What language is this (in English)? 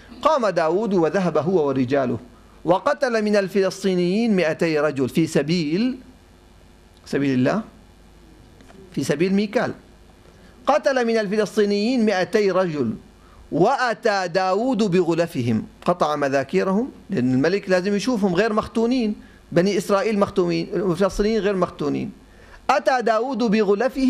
Arabic